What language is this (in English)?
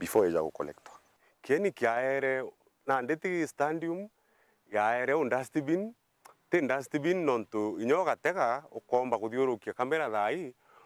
Meru